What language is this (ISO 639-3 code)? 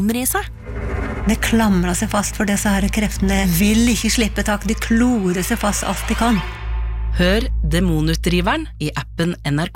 nor